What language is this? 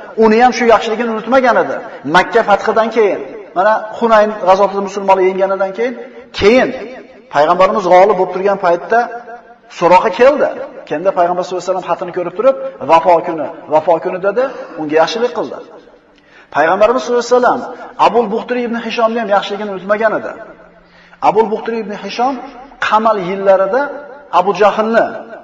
Uzbek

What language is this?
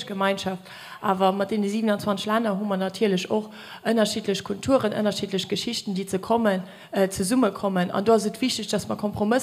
Luxembourgish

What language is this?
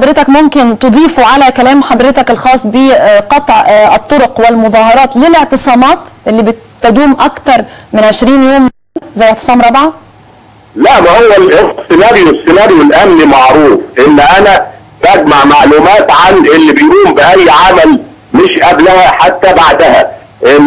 Egyptian Arabic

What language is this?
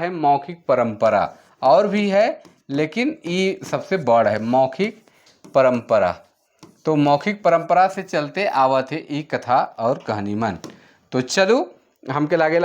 Sadri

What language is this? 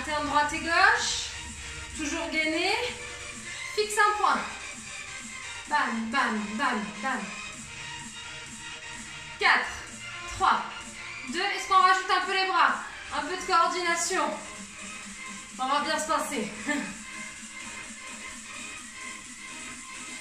French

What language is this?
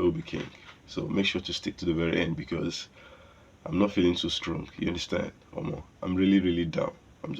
Nigerian Pidgin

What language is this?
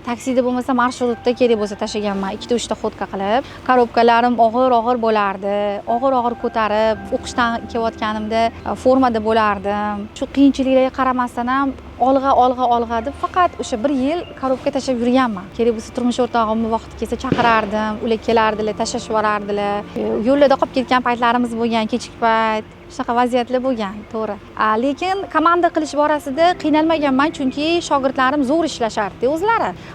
Uzbek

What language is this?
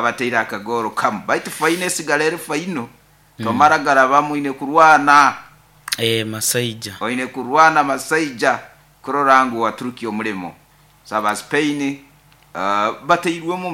Nyoro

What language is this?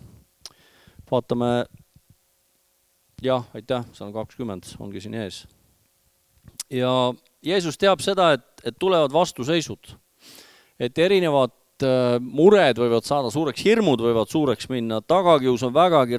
Estonian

